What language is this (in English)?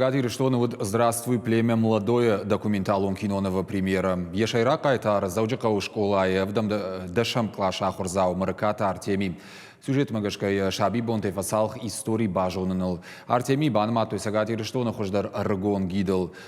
Ossetic